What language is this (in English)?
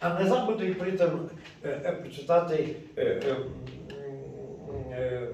Rusyn